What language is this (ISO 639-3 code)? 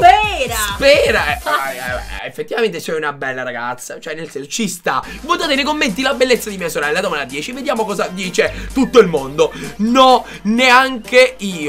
ita